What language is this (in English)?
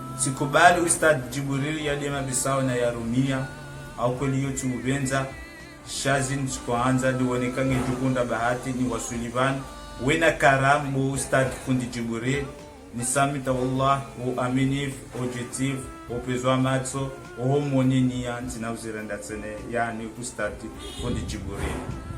Ngazidja Comorian